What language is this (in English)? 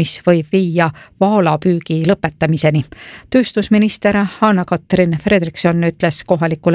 Estonian